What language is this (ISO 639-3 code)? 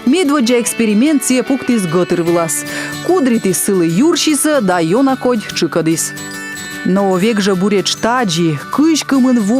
kom